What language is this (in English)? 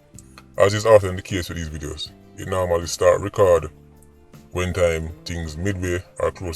Jamaican Creole English